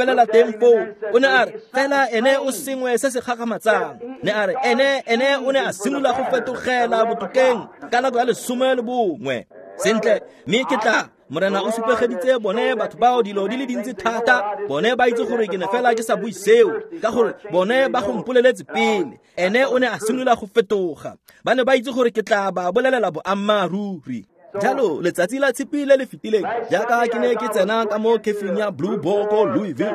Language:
Tswana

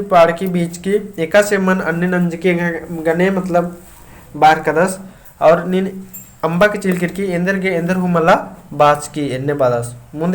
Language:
Kurukh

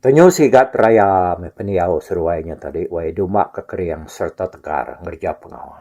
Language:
Iban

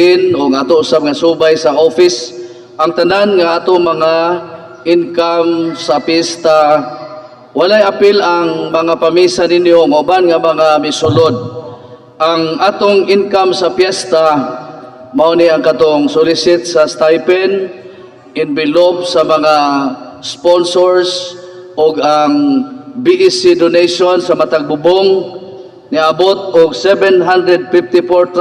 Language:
Cebuano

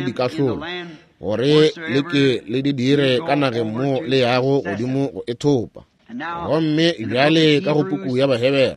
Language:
Northern Sotho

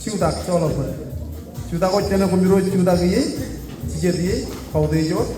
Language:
Marshallese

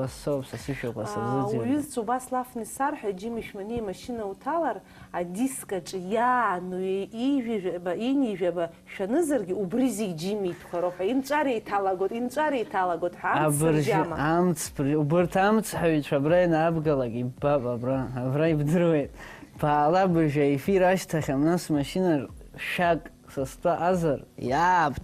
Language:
Abkhazian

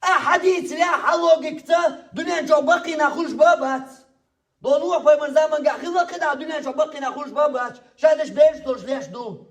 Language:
Chechen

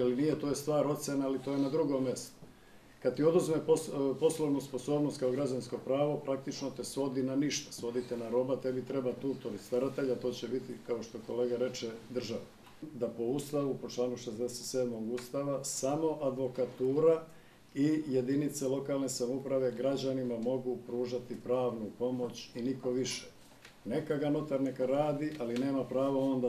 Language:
Serbian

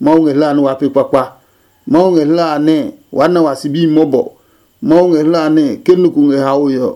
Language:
Adangme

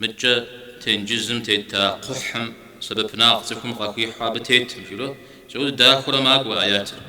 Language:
Kabardian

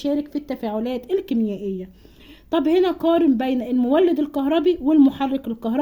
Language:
Egyptian Arabic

